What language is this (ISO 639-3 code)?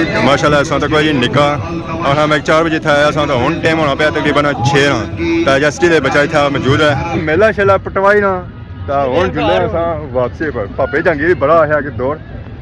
phr